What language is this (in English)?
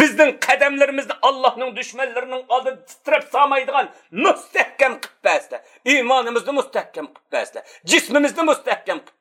Uyghur